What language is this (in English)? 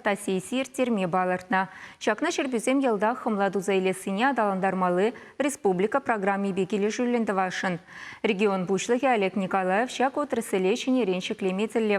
Chuvash